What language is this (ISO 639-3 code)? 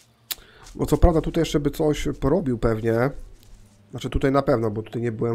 pol